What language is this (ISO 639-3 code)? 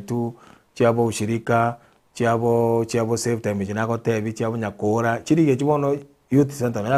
guz